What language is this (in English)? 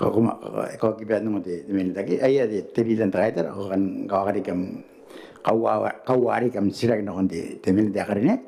Gilbertese